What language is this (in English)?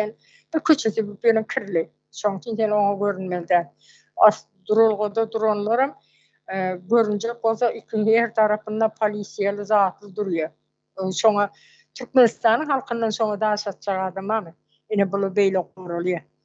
Turkmen